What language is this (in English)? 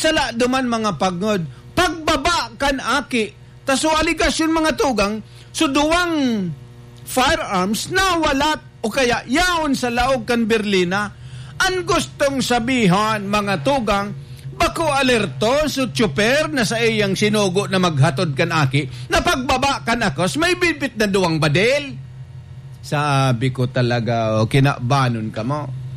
Bikol